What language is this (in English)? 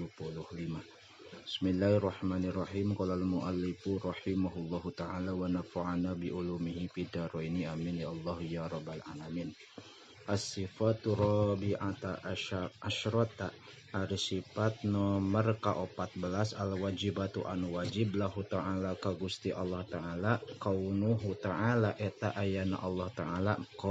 Sundanese